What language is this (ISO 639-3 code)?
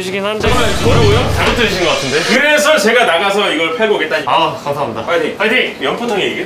kor